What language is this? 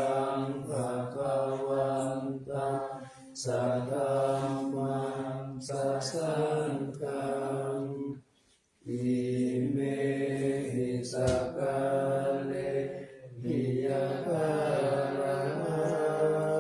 Pali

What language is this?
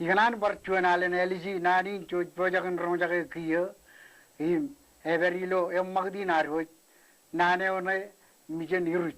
Marshallese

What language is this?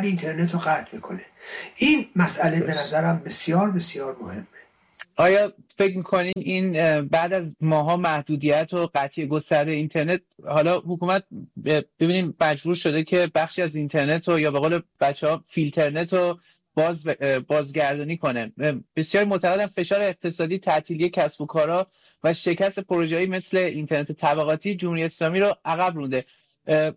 Persian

